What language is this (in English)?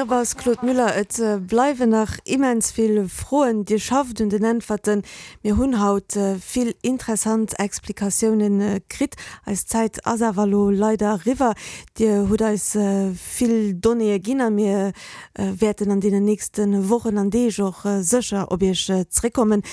Luxembourgish